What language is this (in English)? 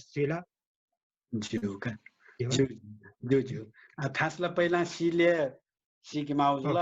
Newari